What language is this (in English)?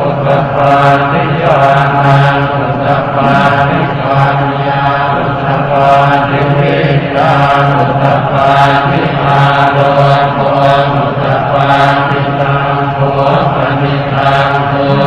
Pali